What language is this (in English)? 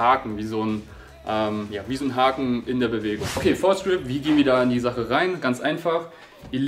German